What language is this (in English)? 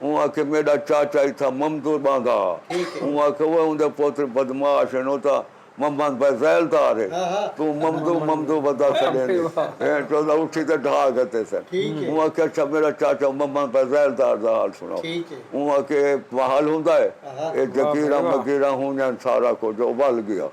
Saraiki